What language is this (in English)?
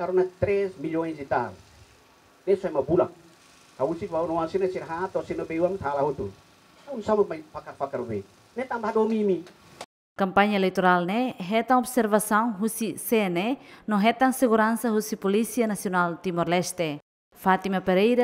Tetum